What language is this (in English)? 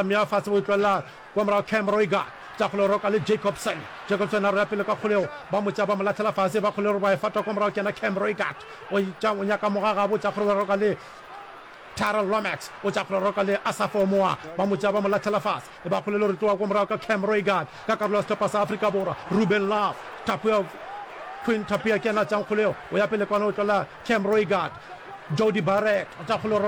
Northern Sotho